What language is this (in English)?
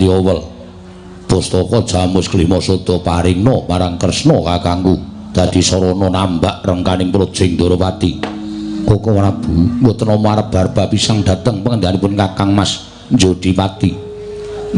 Javanese